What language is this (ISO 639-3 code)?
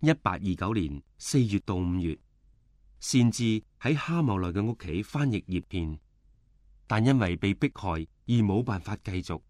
yue